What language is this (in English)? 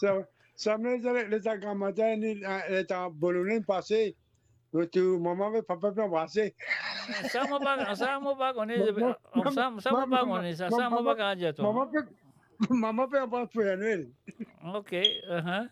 Morisyen